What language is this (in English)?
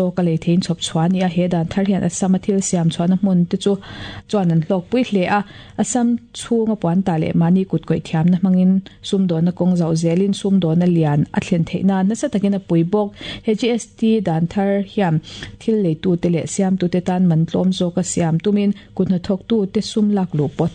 Mizo